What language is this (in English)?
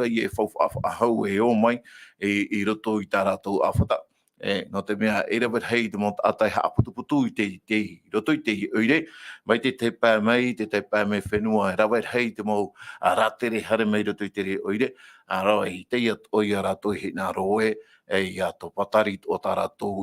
Tahitian